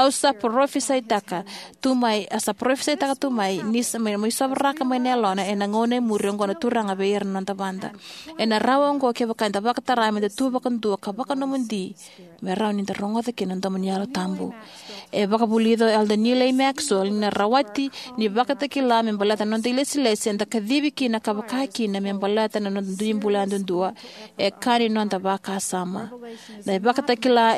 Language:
Fijian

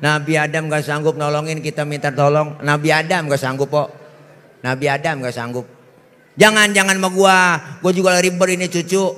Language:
Betawi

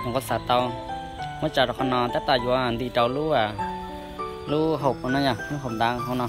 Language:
Hmong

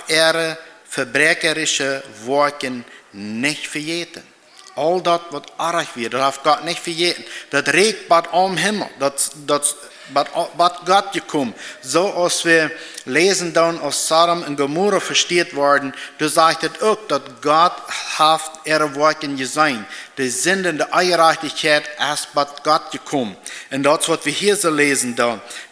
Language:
Plautdietsch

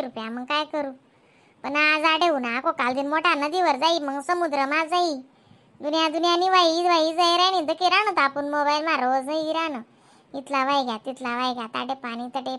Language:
Khandesi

